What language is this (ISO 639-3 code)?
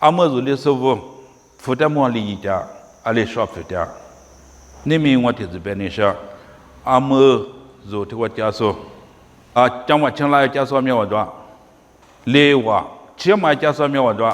lis